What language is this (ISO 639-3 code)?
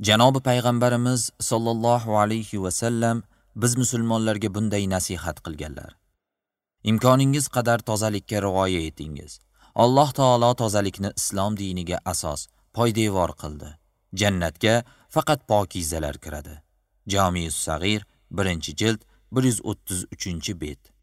uzb